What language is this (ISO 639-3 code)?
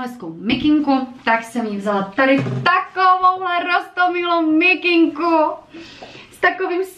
ces